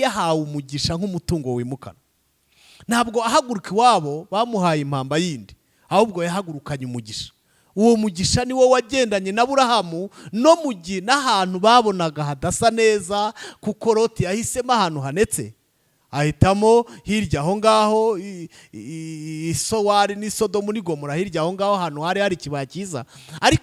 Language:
Kinyarwanda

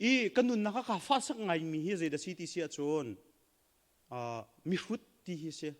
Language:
Hakha Chin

